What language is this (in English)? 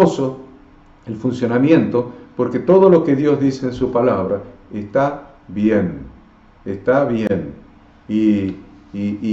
Spanish